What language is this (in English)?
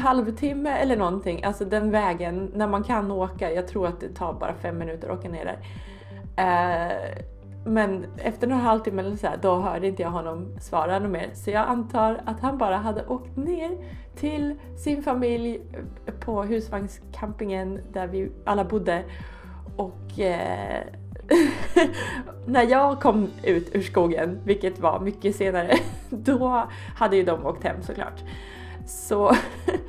Swedish